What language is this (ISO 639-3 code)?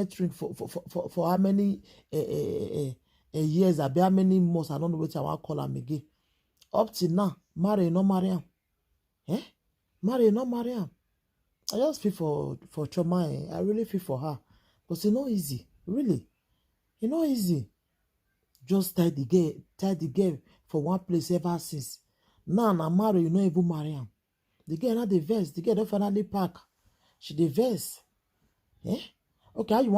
pcm